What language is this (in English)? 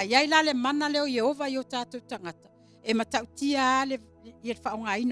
Samoan